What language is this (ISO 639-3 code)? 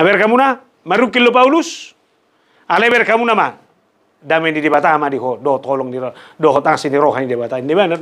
bbc